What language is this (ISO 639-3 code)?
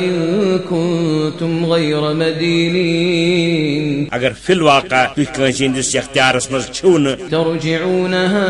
kas